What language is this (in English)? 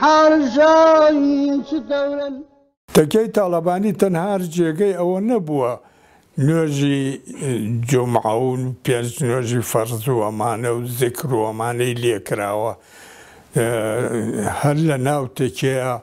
Central Kurdish